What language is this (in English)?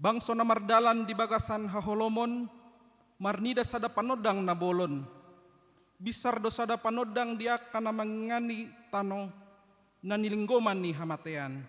Batak Toba